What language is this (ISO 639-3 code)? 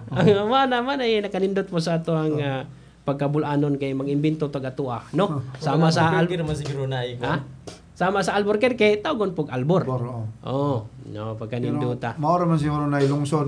ceb